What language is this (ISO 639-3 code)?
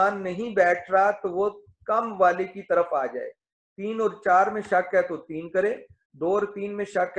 urd